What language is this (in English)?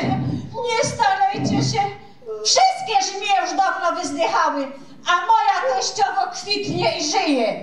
Silesian